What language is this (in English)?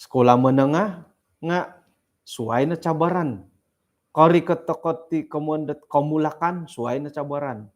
Central Dusun